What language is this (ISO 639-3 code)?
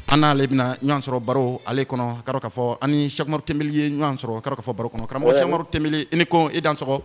bam